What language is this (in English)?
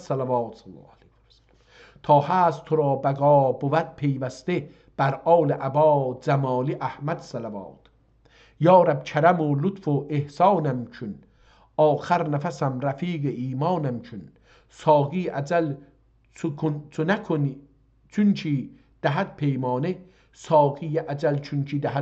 South Azerbaijani